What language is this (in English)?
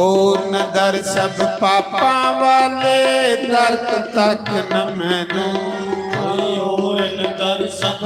Dogri